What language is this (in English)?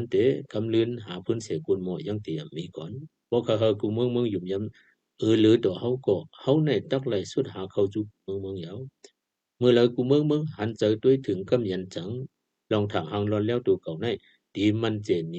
Shan